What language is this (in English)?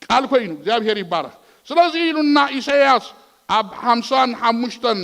Tigrinya